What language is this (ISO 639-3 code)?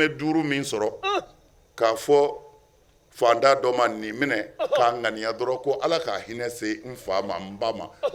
bam